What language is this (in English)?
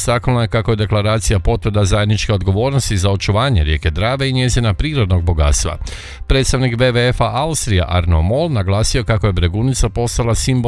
Croatian